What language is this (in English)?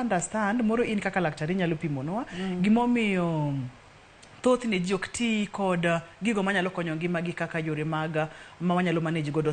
Luo (Kenya and Tanzania)